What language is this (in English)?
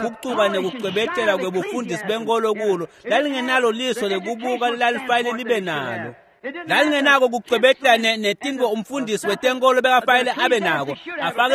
Swati